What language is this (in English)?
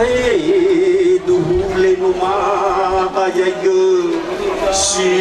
Nias